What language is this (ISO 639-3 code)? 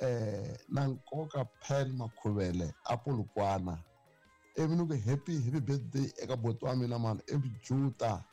tso